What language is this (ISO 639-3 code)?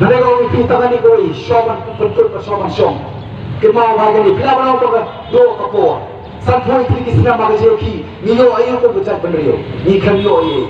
kha